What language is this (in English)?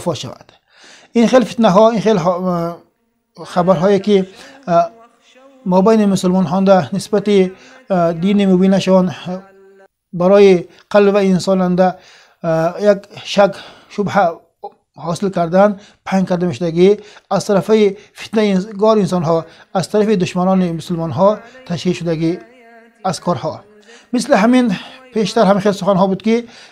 Tajik